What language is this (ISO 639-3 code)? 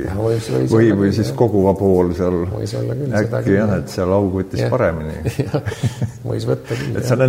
est